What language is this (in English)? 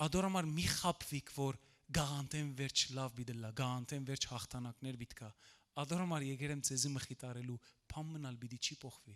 Western Armenian